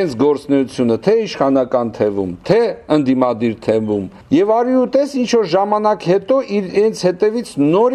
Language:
Armenian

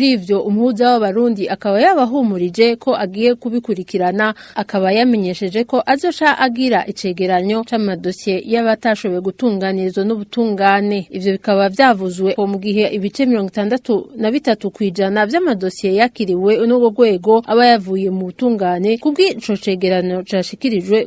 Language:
Rundi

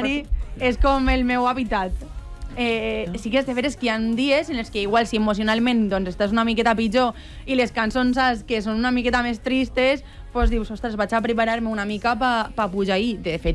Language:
Catalan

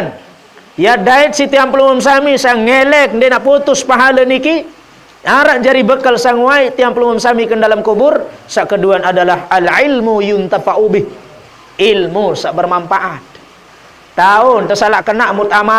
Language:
Sasak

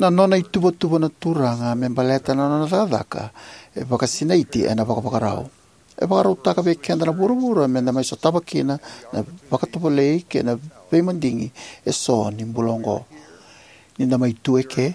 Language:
Fijian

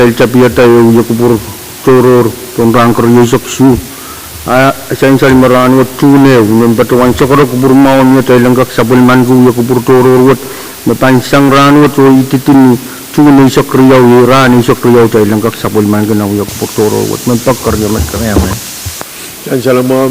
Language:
Pohnpeian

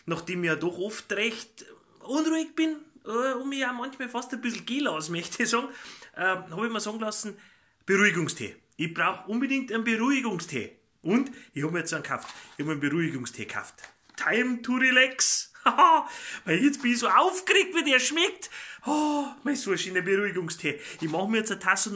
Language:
Bavarian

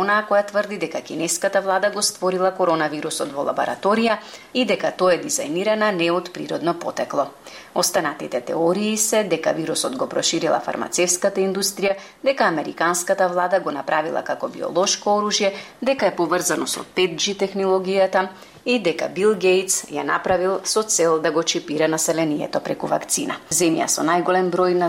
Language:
Macedonian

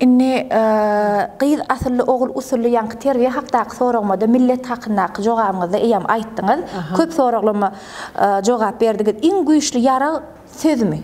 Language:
Turkmen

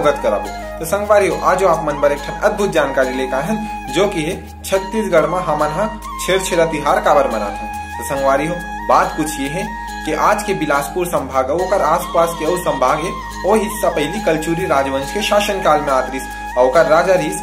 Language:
Chhattisgarhi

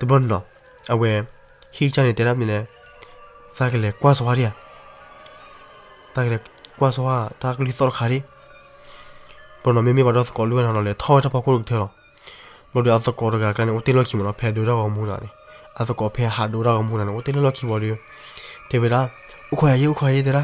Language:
S'gaw Karen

